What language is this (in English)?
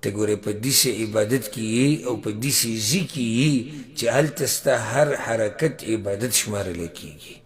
Pashto